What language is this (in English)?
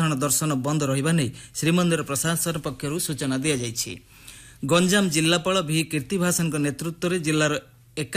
Odia